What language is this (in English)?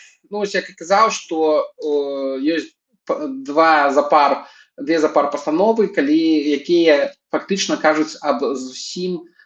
Belarusian